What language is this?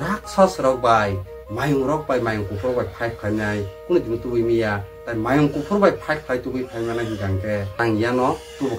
Kok Borok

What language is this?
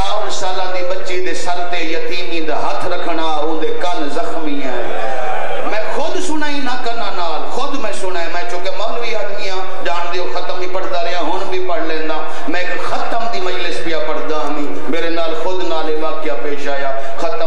Western Panjabi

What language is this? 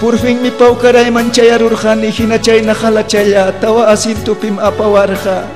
Ayacucho Quechua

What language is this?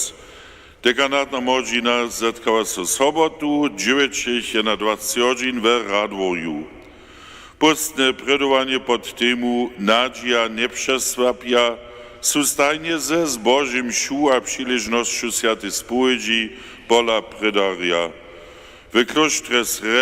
Upper Sorbian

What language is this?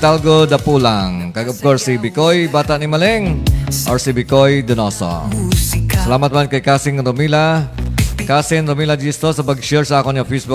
Hiligaynon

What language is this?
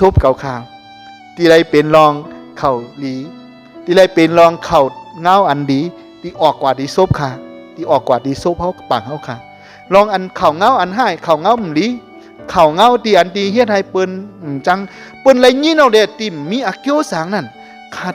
Shan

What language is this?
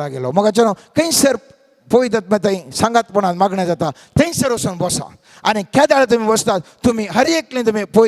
Konkani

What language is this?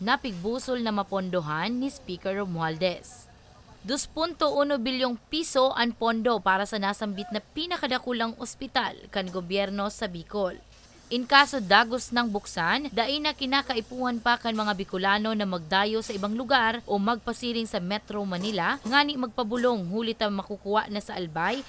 Bikol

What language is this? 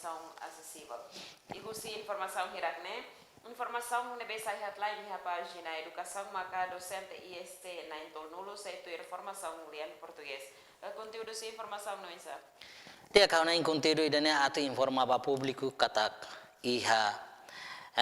Tetum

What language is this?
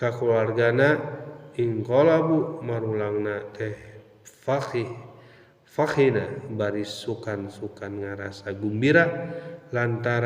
Sundanese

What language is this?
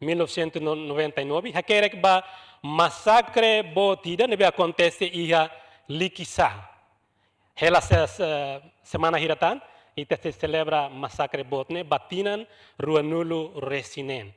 Tetum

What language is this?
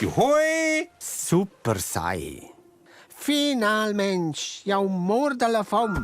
Romansh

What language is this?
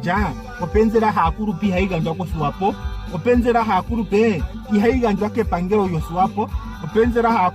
Ndonga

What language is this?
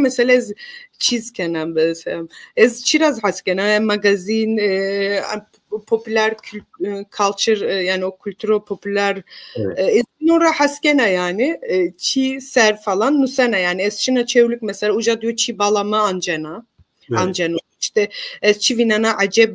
Zaza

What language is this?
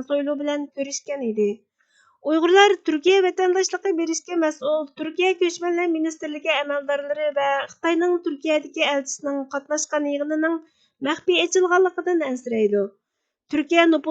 Uyghur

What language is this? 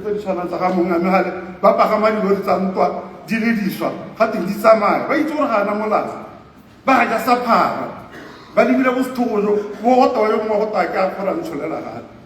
Tswana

